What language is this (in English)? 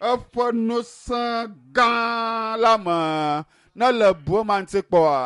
Ewe